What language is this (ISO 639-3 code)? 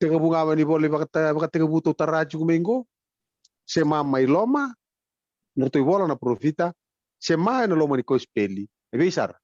fij